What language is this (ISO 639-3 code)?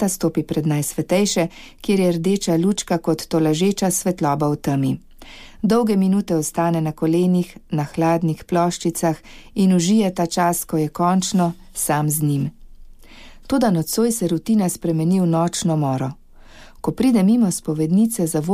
slv